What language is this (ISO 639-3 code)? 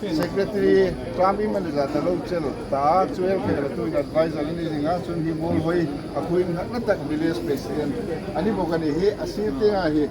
hmr